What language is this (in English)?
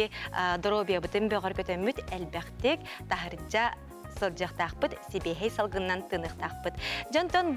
Yakut